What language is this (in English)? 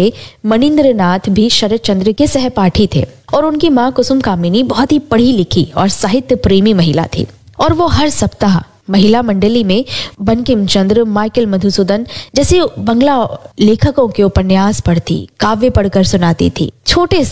Hindi